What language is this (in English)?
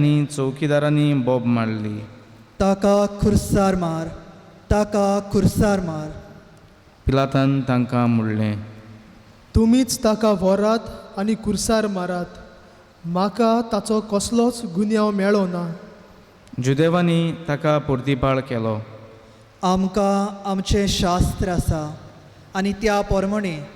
Konkani